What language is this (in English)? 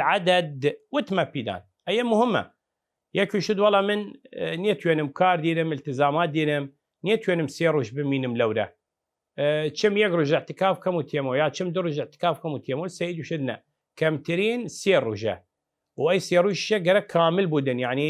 Southern Kurdish